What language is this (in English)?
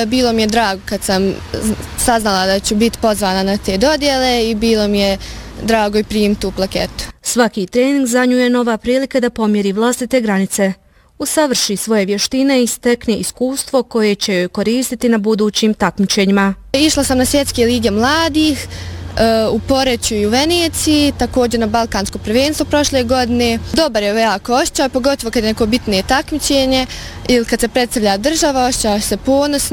Bosnian